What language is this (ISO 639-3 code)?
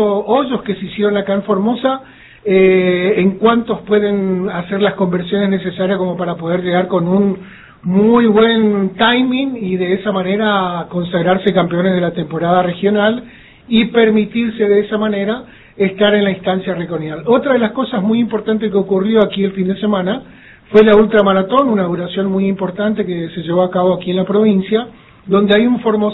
spa